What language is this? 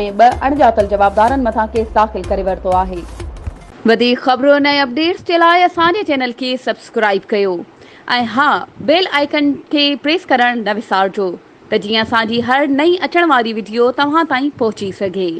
Sindhi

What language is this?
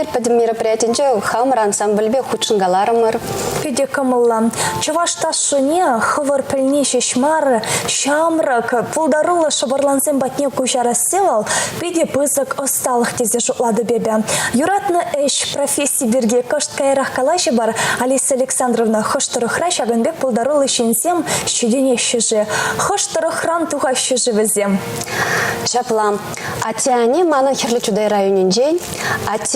Chuvash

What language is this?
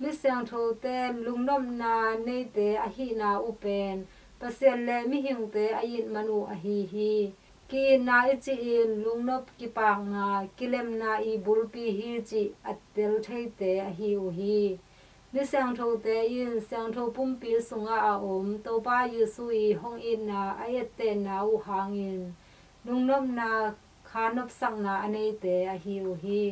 Tedim Chin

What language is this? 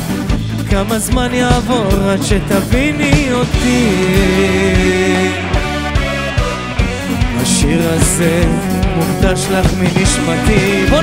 Hebrew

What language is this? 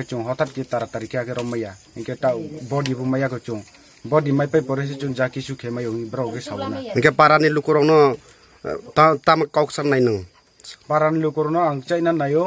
Kok Borok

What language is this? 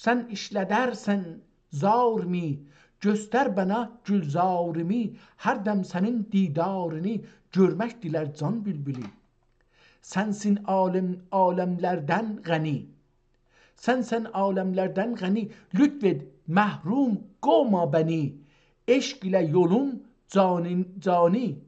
South Azerbaijani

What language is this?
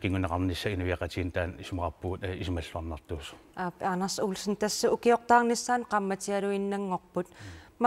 Kalaallisut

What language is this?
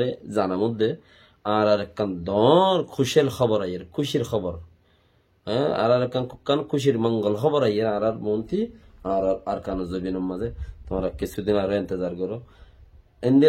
Rohingya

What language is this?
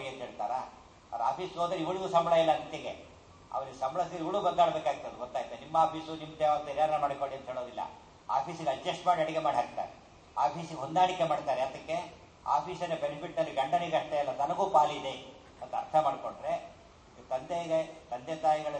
Kannada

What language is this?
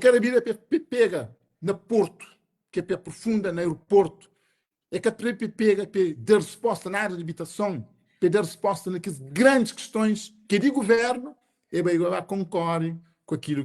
Kabuverdianu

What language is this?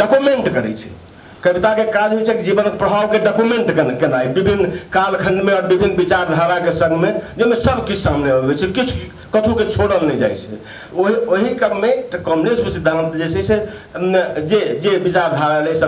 Maithili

